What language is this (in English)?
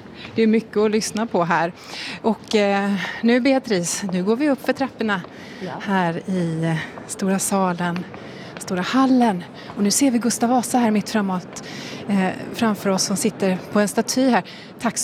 Swedish